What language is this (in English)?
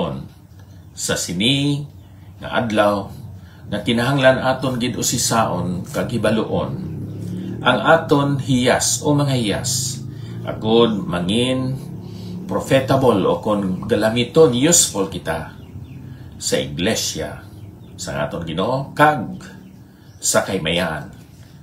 Hiligaynon